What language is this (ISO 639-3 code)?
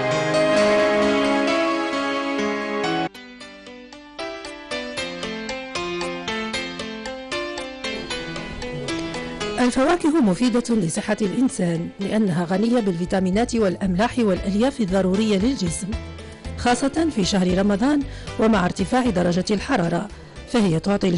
ara